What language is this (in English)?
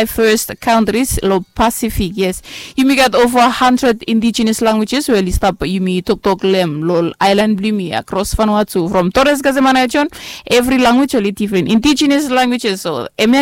Bislama